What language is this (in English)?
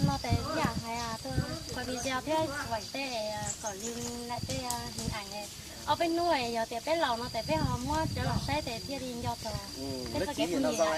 Hmong